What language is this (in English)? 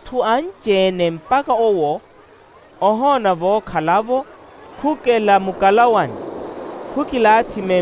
Makhuwa